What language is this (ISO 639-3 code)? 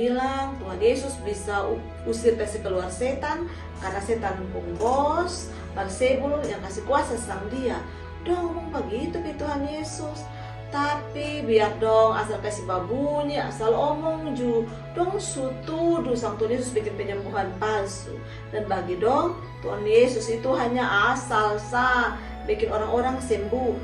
mkn